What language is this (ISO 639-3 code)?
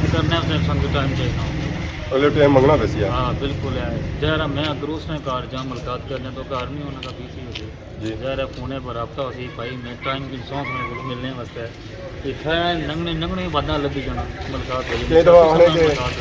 phr